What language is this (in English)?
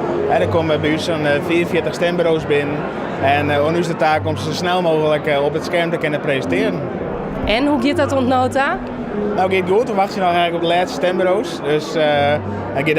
Western Frisian